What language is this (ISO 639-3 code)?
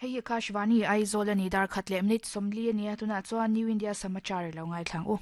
lus